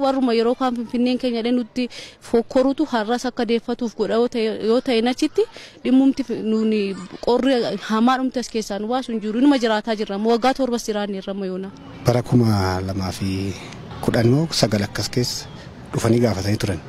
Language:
Oromo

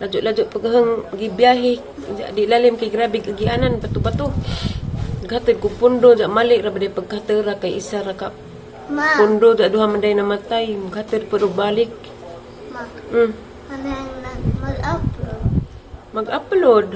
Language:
Cebuano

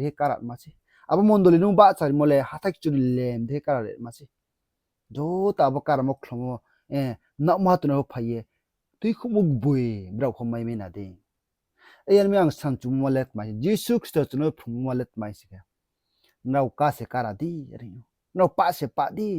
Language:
Riang (India)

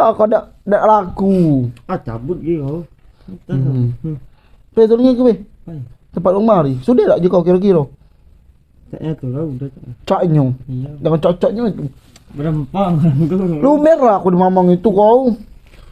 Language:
Musi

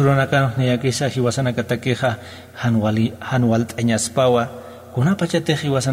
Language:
Aymara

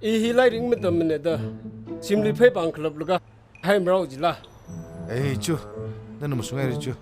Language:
Tangkhul Naga (India)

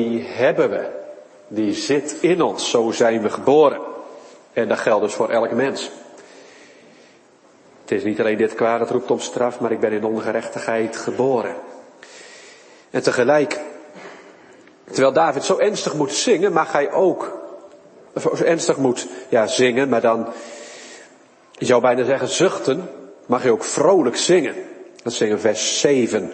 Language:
Dutch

